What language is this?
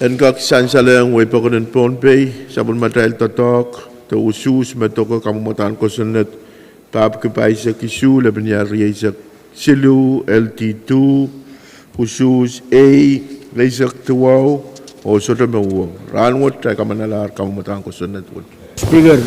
Pohnpeian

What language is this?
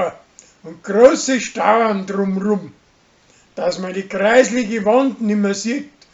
Bavarian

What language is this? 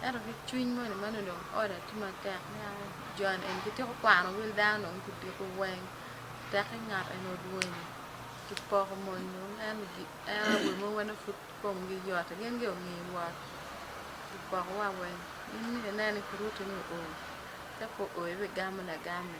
Acoli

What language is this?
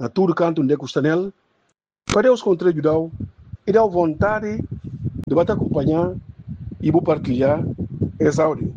Upper Guinea Crioulo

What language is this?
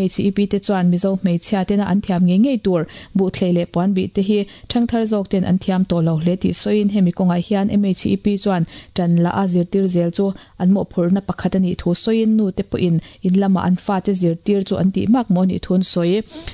Mizo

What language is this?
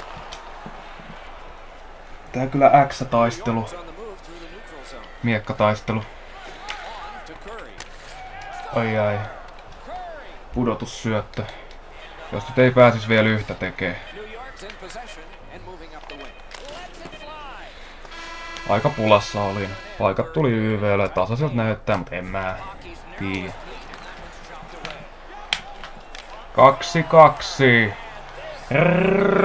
Finnish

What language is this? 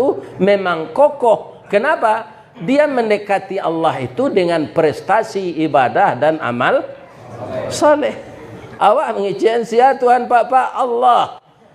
Minangkabau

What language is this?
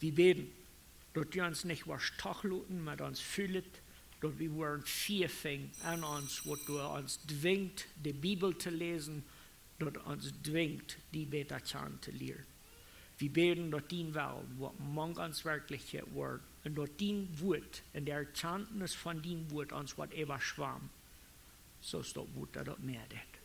Plautdietsch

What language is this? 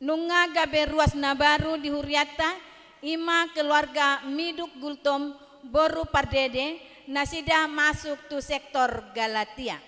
Batak Toba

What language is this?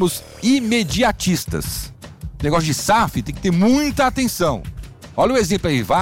Portuguese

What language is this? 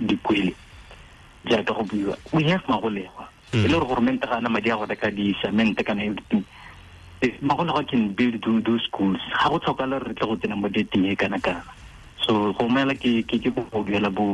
Tswana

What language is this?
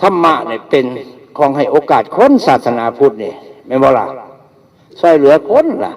Northeastern Thai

